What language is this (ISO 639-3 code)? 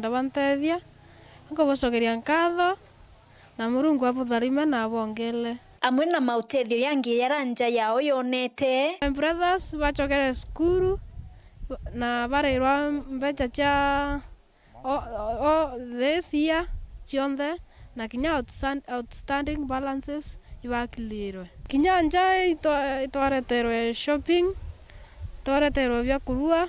mer